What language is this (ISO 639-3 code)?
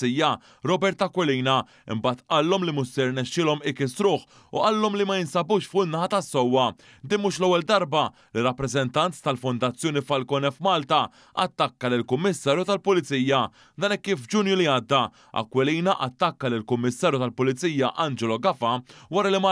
mlt